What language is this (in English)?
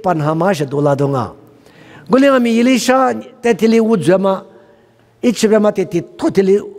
Lisu